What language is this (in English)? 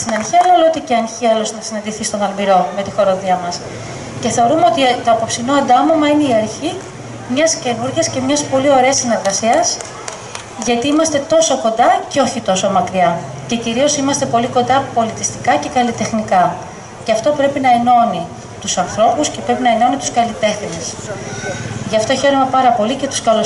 Greek